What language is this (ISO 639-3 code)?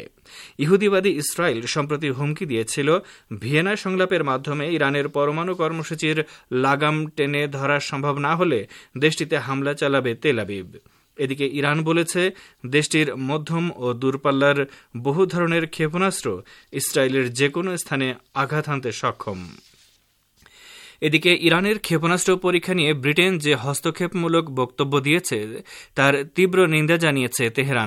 ben